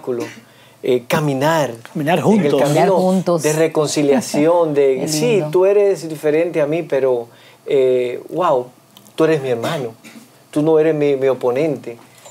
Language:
Spanish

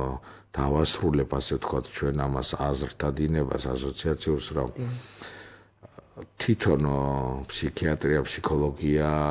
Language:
Georgian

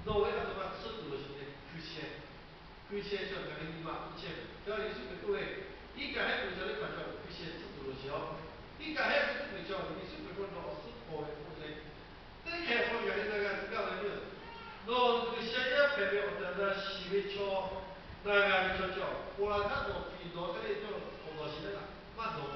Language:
Lahu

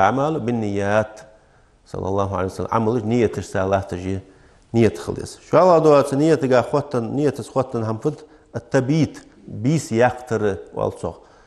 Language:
Ingush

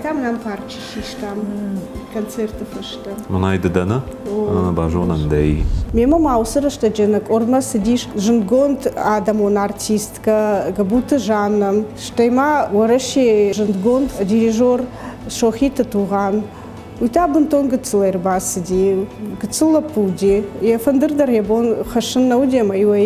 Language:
Ossetic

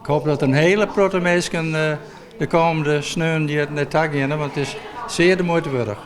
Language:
Western Frisian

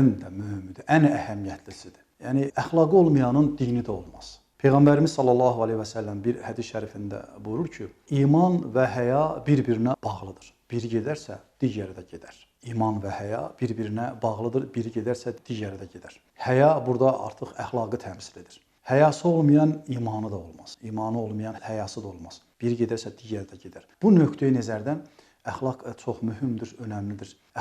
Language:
Azerbaijani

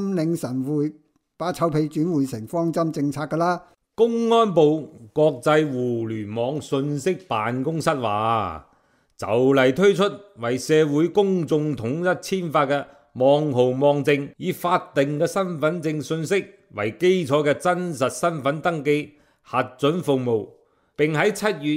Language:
Cantonese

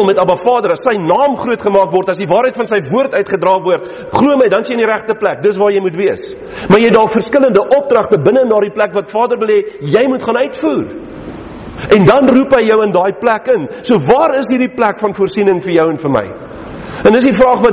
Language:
Afrikaans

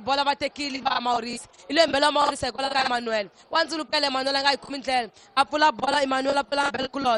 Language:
Tsonga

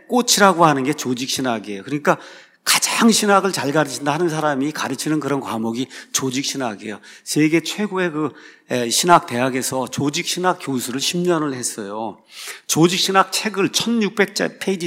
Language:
Korean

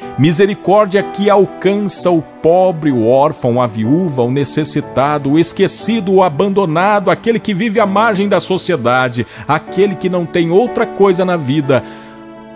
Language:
Portuguese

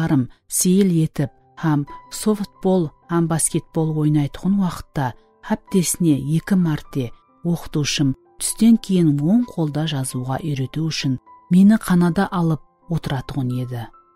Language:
Kara-Kalpak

